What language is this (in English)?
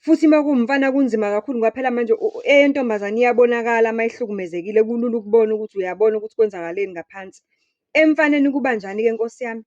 Zulu